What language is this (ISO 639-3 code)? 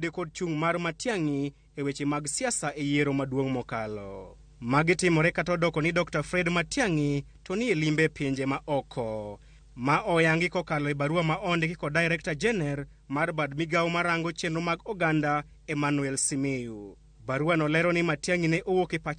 luo